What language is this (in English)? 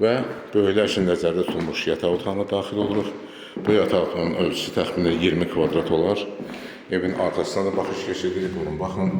Azerbaijani